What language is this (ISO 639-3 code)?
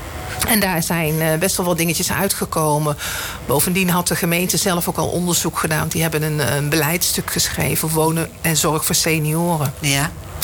nld